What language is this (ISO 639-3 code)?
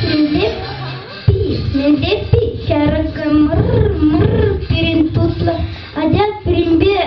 chv